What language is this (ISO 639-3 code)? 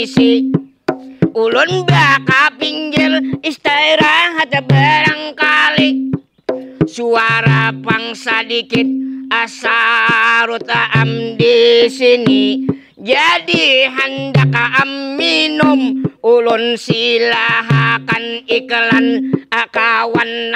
bjn